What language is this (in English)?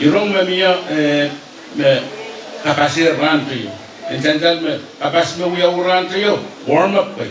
Pohnpeian